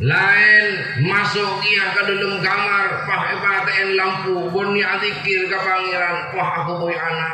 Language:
Madurese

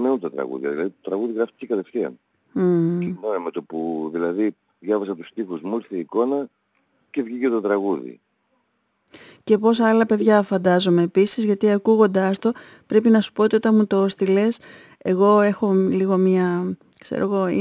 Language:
Greek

